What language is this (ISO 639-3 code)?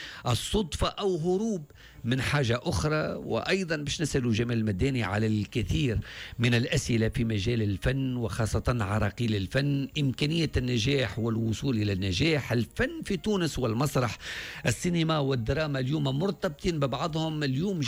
aeb